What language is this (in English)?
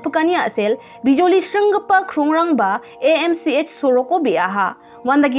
Garo